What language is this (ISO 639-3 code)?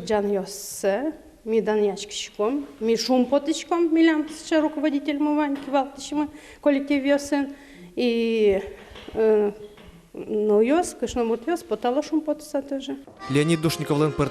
udm